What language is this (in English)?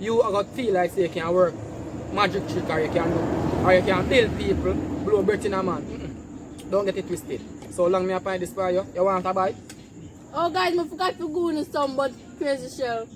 Jamaican Creole English